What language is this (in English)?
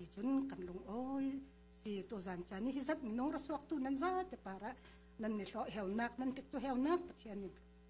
Falam Chin